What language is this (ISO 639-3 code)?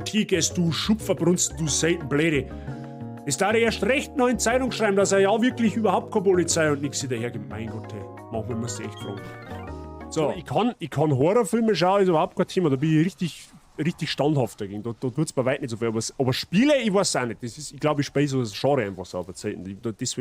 bar